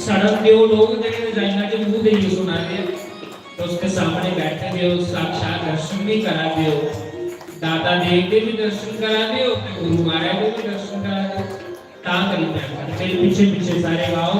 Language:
Dogri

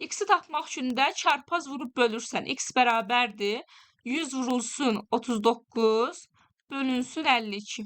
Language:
Azerbaijani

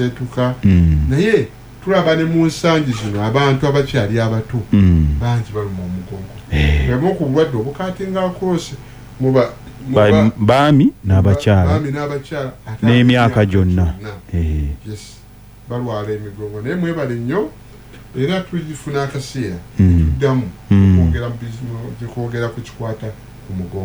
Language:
Ganda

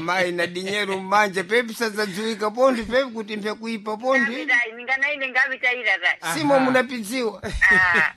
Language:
Sena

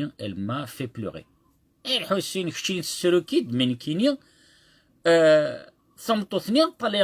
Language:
Kabyle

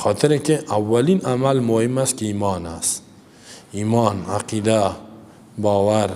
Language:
Persian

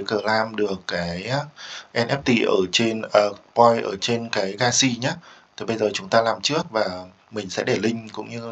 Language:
Vietnamese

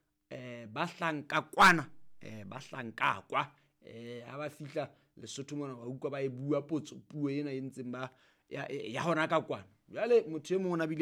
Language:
Southern Sotho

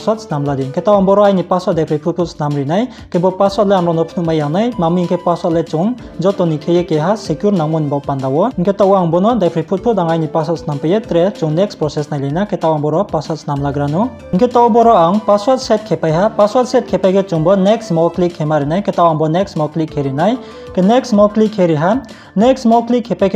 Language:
Riang (India)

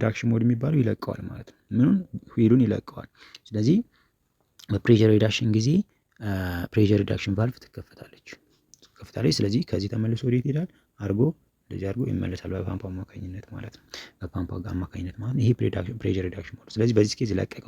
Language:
Amharic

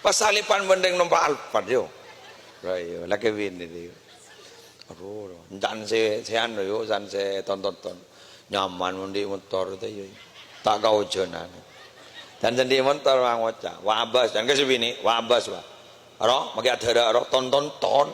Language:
Madurese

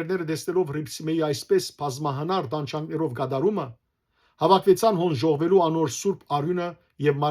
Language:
Western Armenian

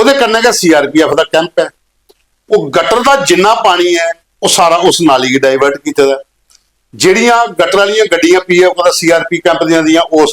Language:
Dogri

